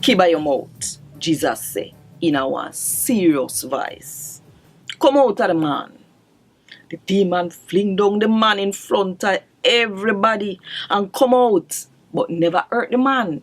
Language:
Jamaican Creole English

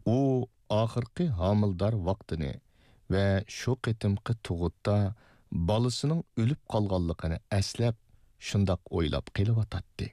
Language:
Uyghur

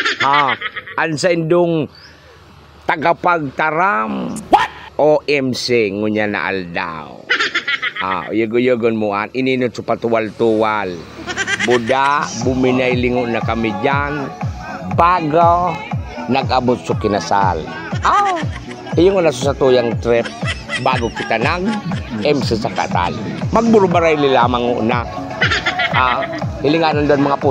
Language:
Bikol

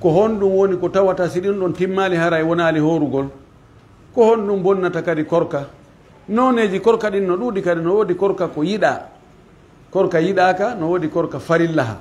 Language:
Pular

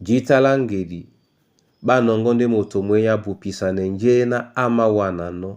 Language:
Duala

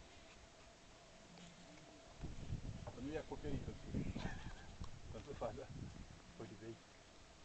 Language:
Romanian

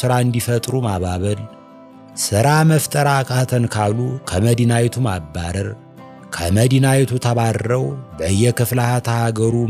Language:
Amharic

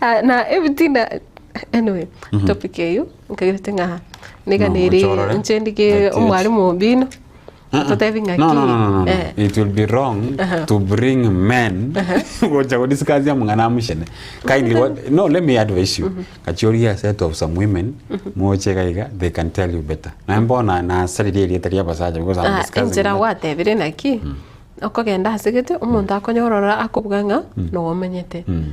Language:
Gusii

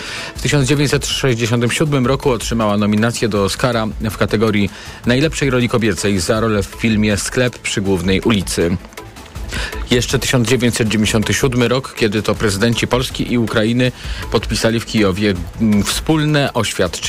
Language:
Polish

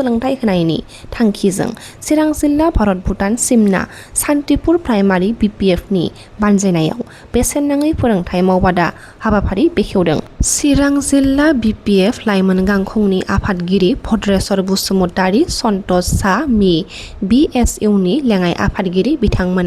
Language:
Bodo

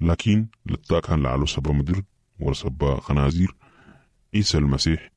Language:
Sudanese Arabic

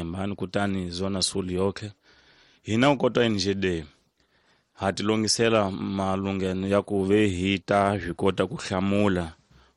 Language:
Tsonga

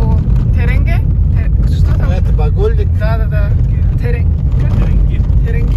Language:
Tuvinian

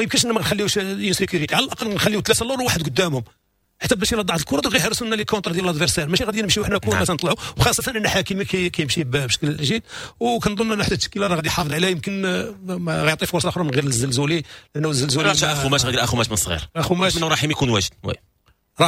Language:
Moroccan Arabic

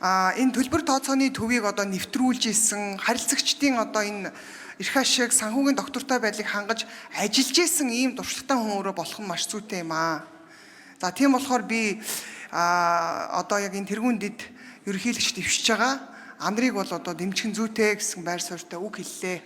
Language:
Mongolian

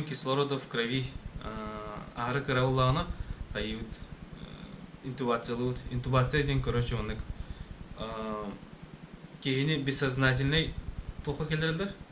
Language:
Yakut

